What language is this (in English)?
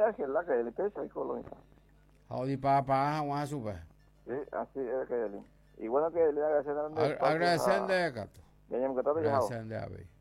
Guarani